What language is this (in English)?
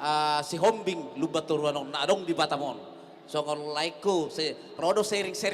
Batak Toba